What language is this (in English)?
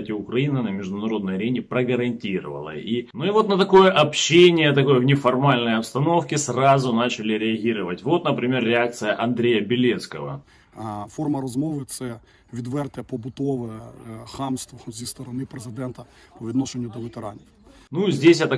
Russian